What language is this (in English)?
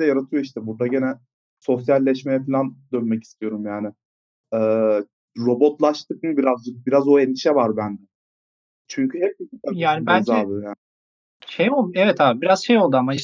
Turkish